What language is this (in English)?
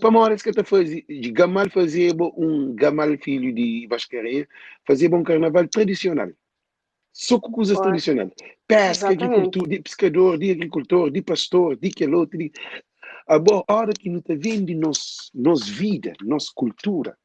Kabuverdianu